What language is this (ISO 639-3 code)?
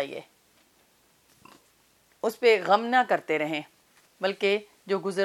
urd